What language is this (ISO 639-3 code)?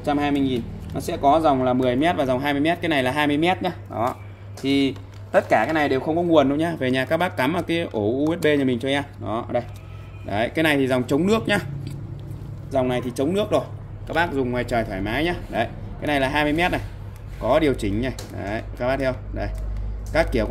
vie